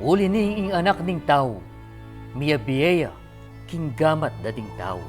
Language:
Pampanga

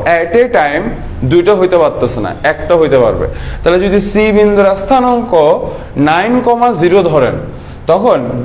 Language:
Bangla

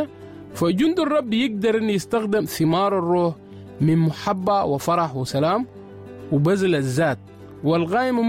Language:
Sudanese Arabic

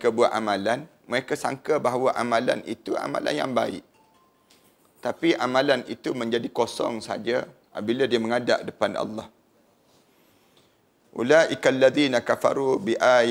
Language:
Malay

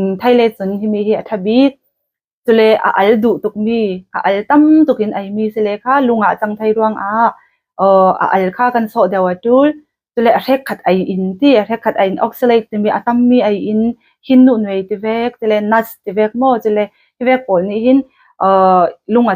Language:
Falam Chin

